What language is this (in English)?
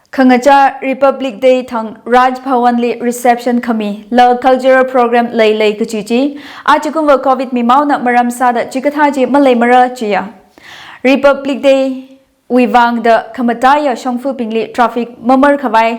Tangkhul Naga (India)